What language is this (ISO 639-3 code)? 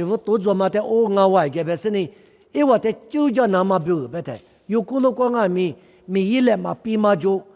lis